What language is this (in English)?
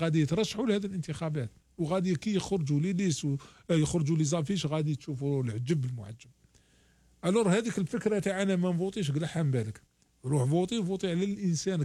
Algerian Arabic